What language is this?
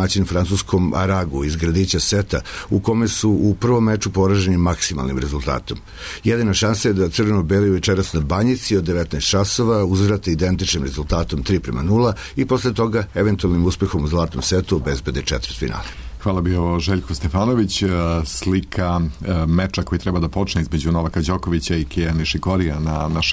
Serbian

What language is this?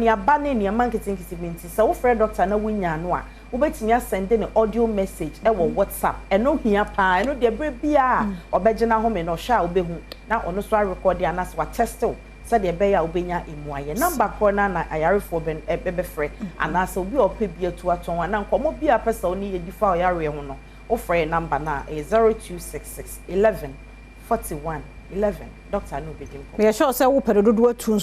Akan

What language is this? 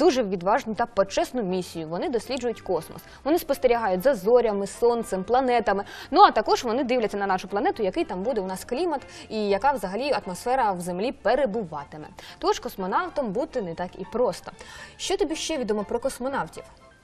Ukrainian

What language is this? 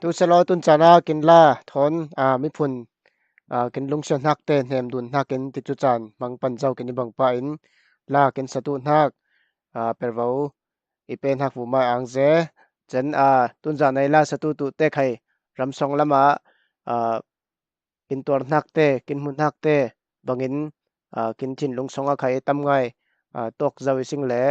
Falam Chin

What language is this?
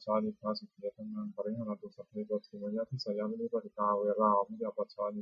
Pali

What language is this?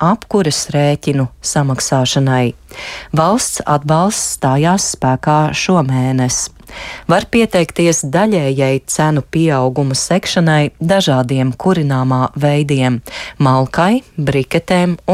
Latvian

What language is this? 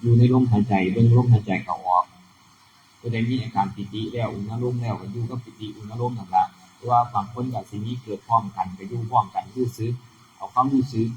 Northeastern Thai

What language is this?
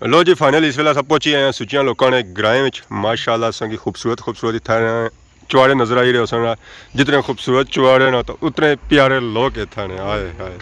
Pahari-Potwari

